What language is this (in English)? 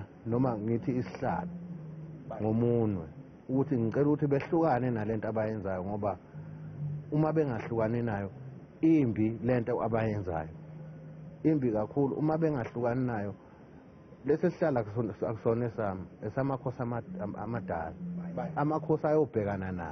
Zulu